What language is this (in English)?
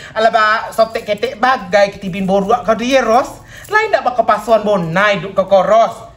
Minangkabau